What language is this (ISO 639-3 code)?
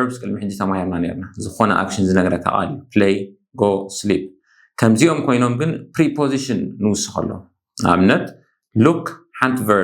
tir